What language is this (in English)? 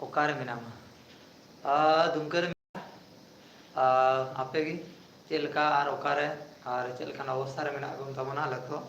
Santali